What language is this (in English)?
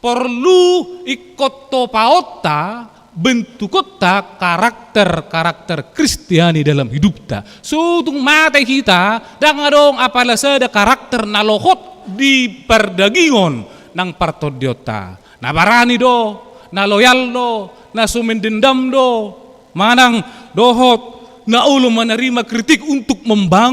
Batak Toba